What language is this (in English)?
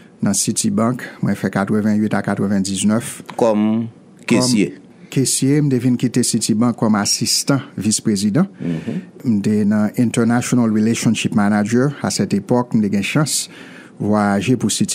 Haitian Creole